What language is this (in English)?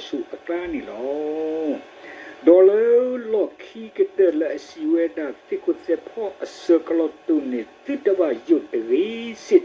S'gaw Karen